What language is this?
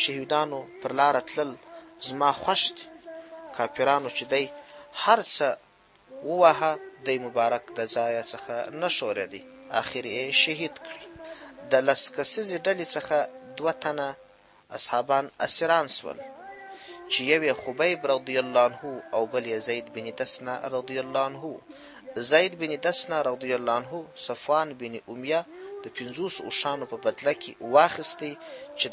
Pashto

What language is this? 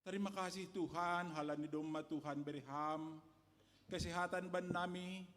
Batak Simalungun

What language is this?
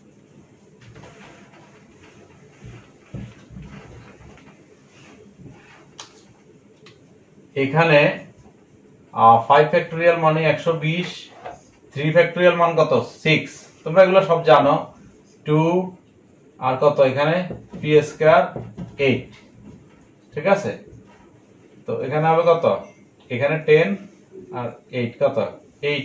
Bangla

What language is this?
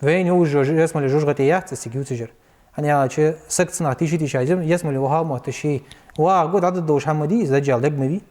Ingush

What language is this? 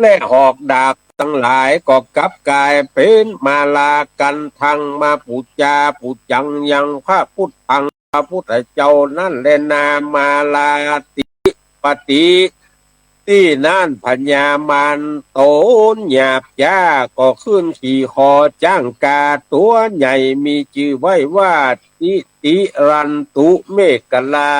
Northern Thai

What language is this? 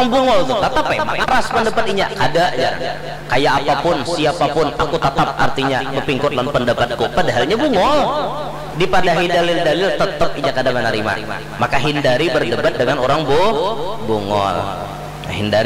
Banjar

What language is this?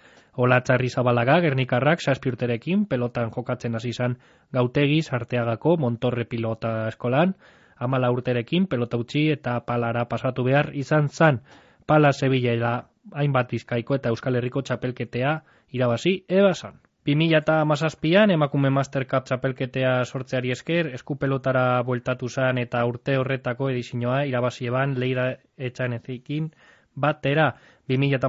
Basque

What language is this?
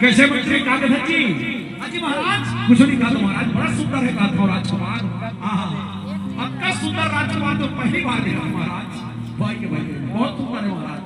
Chhattisgarhi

